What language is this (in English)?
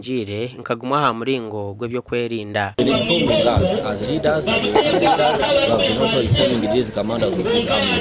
Nyankole